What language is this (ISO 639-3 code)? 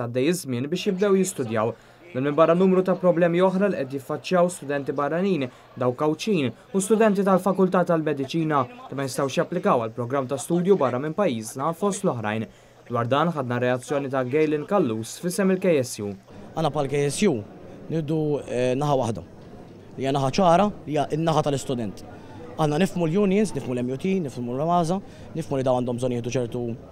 mlt